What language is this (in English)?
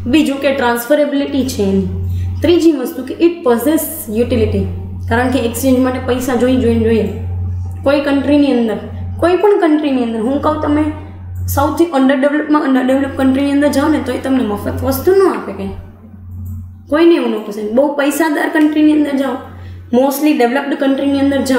Gujarati